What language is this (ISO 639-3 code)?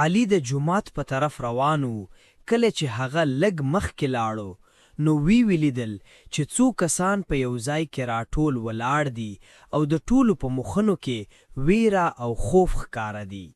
pus